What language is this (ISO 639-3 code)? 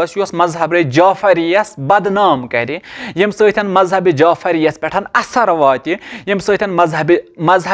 kas